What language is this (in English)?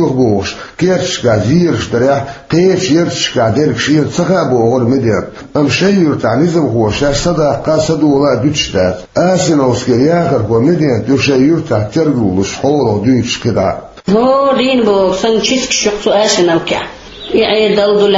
Chechen